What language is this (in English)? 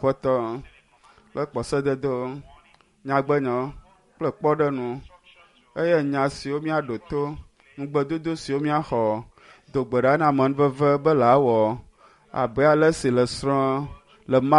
Ewe